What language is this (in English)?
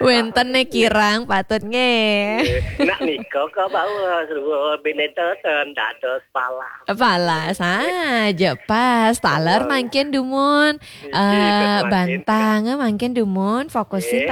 Balinese